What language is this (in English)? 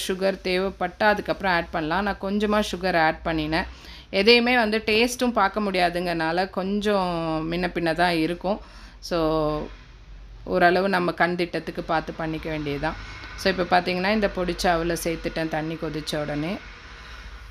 Tamil